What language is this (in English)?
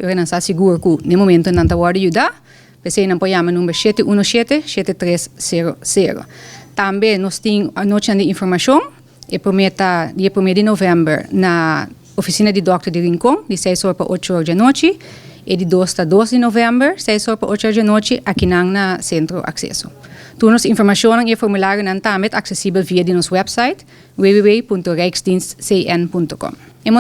Papiamento